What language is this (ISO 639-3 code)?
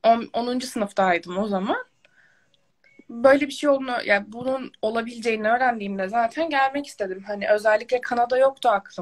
tur